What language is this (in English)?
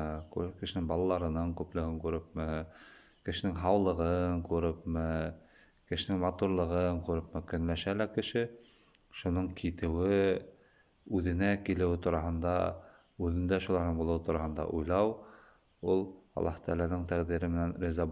Bashkir